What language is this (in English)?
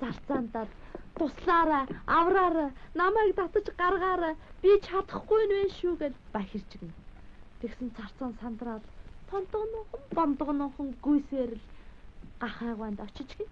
Mongolian